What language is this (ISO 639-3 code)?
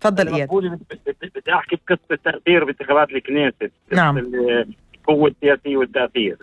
apc